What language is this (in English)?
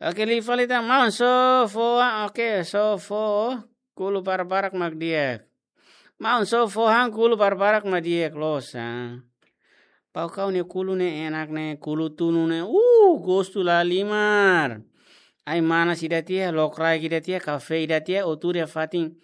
Tetum